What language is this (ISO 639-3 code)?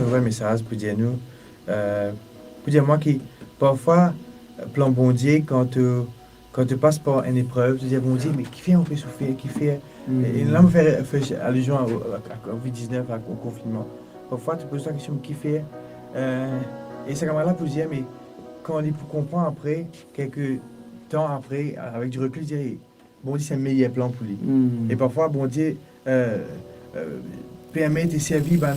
mfe